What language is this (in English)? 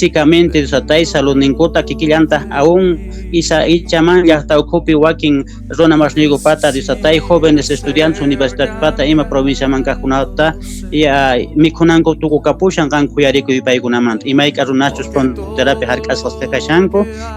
Quechua